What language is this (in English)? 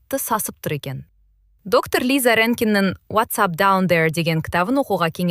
Kazakh